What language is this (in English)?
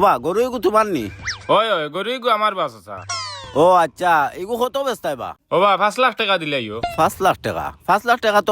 Sylheti